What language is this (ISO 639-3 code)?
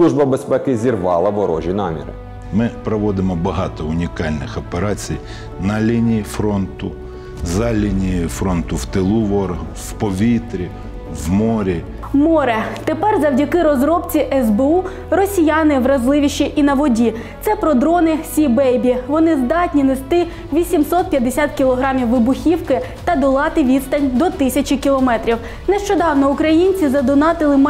ukr